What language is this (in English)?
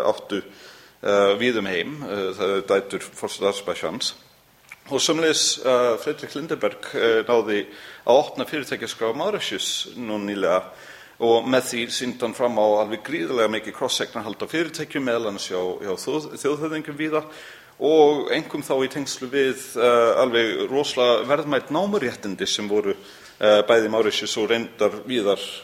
Icelandic